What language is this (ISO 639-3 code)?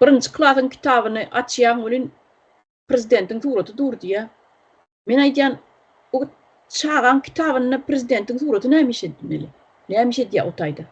tuk